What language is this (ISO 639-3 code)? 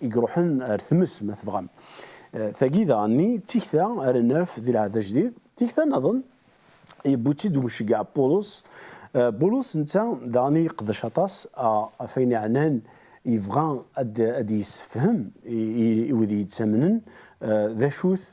kab